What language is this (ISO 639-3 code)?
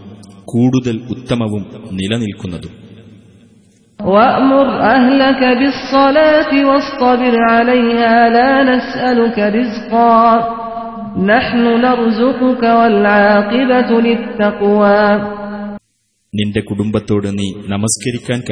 mal